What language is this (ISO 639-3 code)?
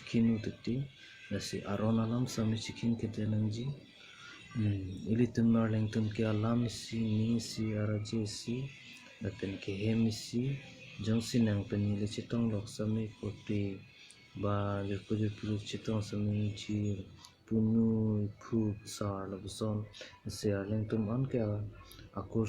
mjw